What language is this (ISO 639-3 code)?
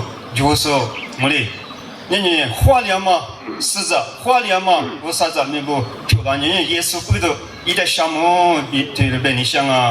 lis